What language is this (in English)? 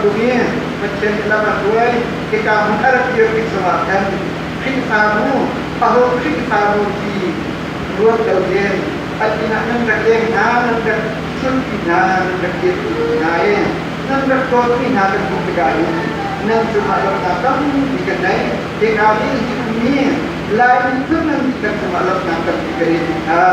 Hakha Chin